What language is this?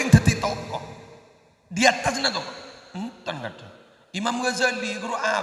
Madurese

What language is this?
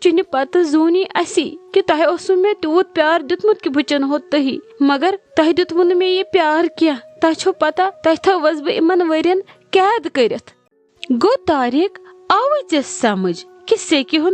Kashmiri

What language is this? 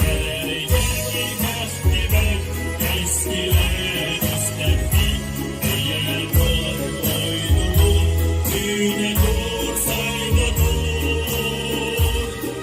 Yakut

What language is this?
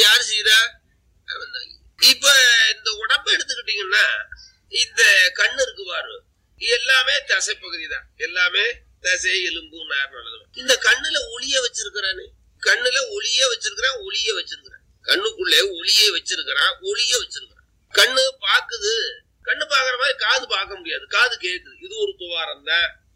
Tamil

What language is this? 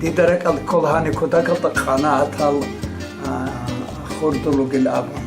Avaric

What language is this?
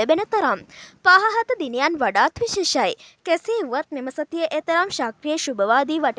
Sinhala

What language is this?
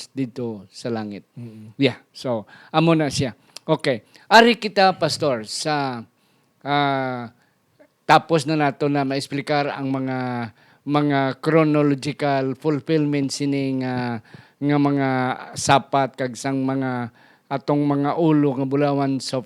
Hiligaynon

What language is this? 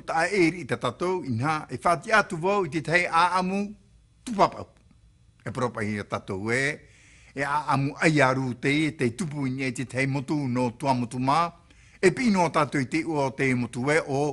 Tahitian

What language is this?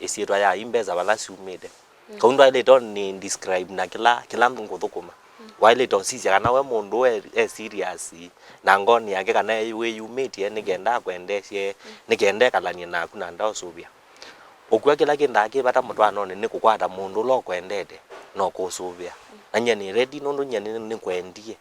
Kamba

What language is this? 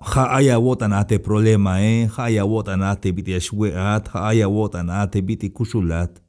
Tzeltal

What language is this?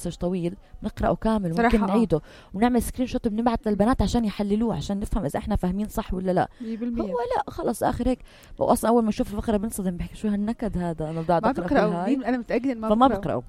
North Levantine Arabic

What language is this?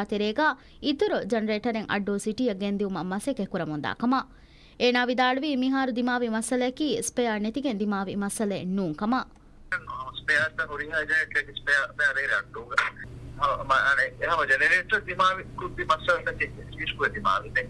Divehi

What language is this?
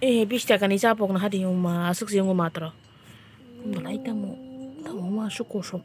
Kok Borok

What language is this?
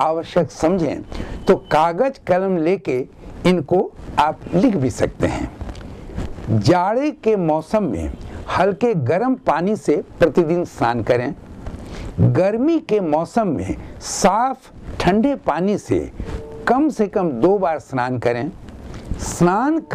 Hindi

